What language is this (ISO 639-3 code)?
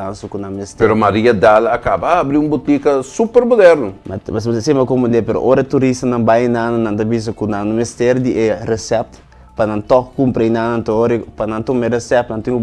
pap